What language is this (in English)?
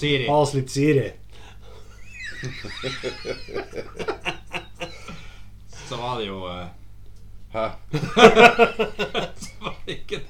Norwegian